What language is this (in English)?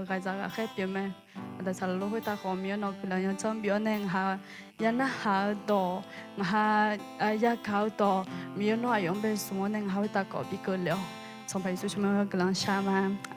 Akha